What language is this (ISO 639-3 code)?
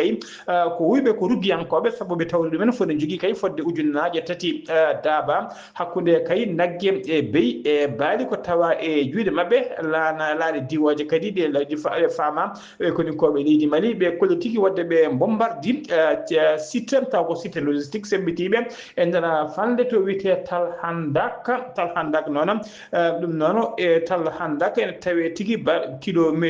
ful